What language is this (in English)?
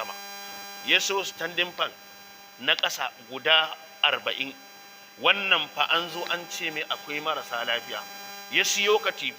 Hausa